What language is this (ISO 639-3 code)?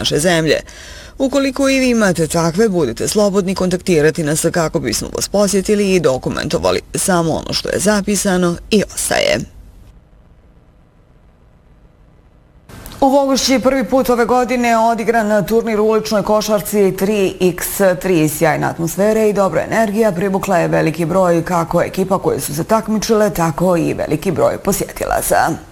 bos